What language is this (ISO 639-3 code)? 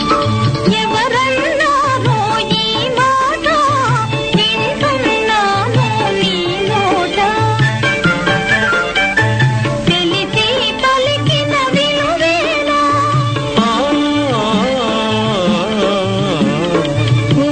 tel